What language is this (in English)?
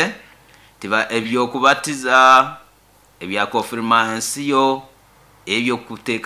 Nyoro